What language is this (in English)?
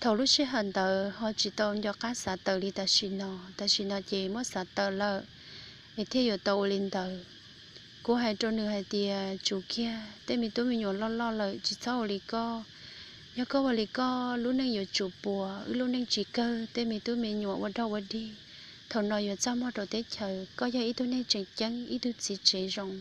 Hmong